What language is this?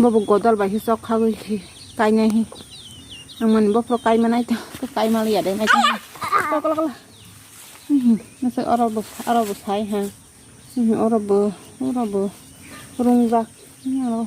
Kok Borok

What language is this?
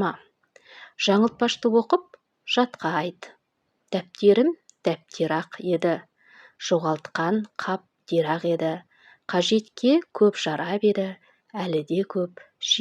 Kazakh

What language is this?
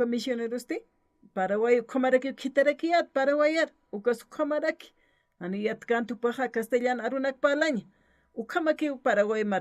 Aymara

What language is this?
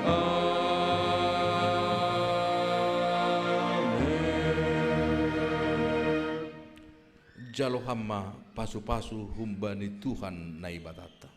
Batak Simalungun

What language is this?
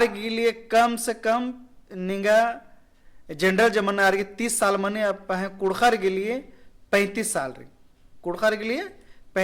Kurukh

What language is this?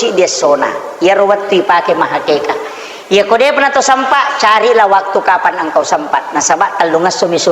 Buginese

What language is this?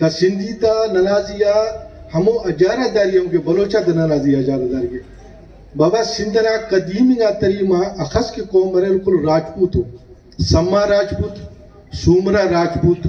Brahui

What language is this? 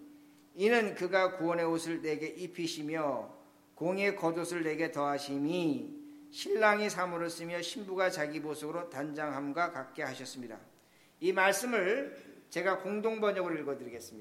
Korean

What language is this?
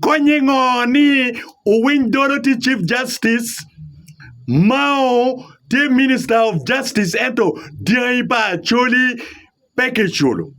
Acoli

